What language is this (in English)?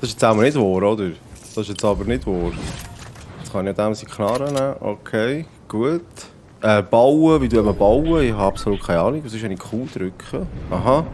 Swiss German